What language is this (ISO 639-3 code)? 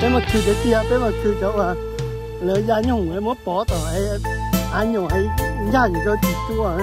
hmn